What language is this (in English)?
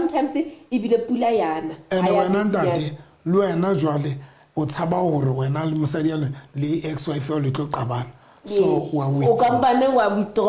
Southern Sotho